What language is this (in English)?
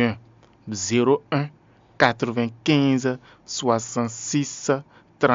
Fon